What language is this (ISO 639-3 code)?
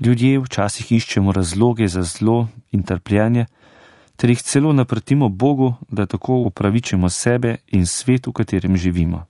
slv